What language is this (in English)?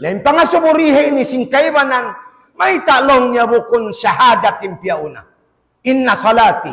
Tausug